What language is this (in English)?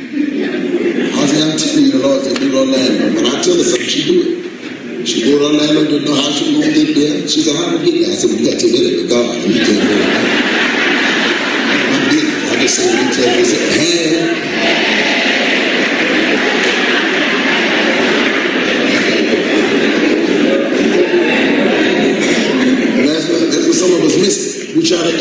English